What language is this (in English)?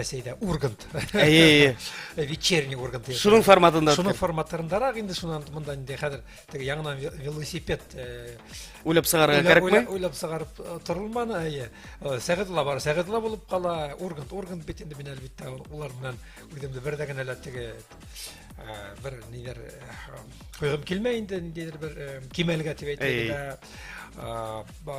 Bashkir